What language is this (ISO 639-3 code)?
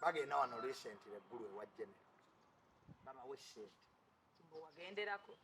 lug